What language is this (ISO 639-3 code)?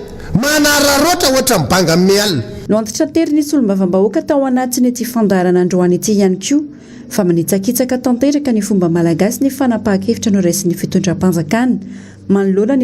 mlg